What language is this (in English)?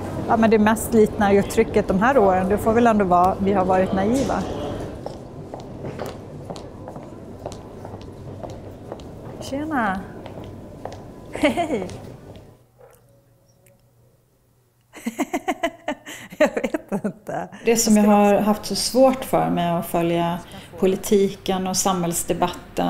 Swedish